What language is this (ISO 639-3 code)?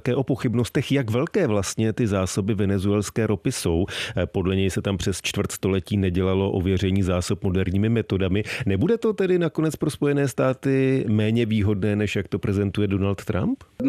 ces